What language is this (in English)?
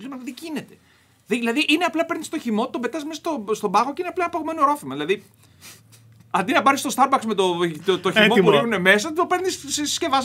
Greek